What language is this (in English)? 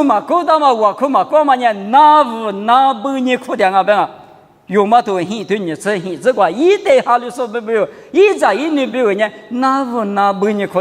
Lisu